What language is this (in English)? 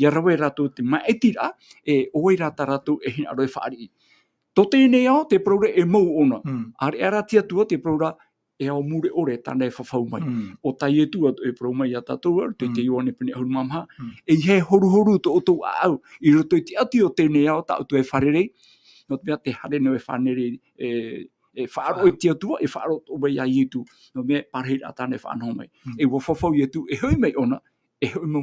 Tahitian